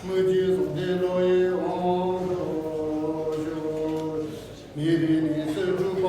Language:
Tibetan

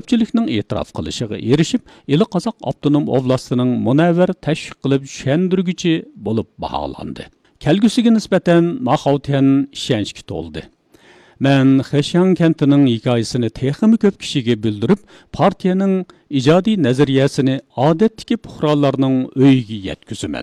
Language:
Uyghur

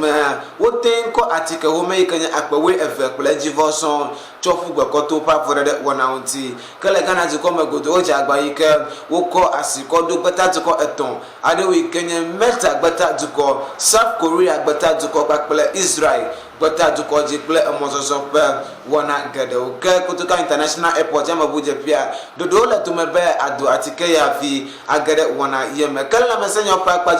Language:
Ewe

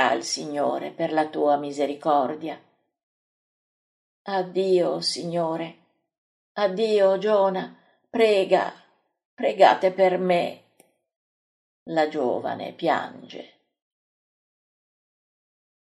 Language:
Italian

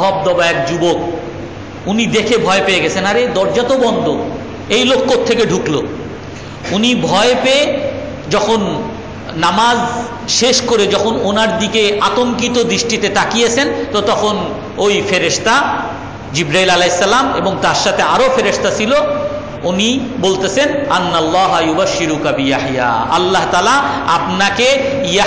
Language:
Bangla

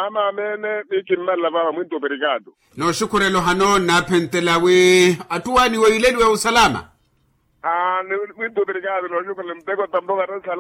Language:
Makhuwa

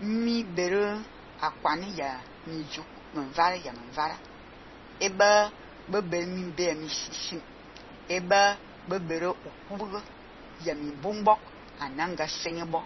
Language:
Fang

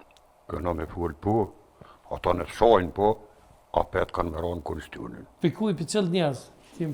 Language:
Albanian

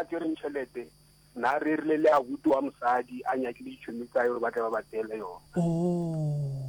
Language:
Northern Sotho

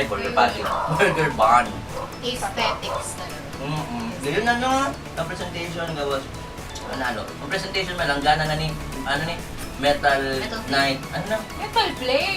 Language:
Bikol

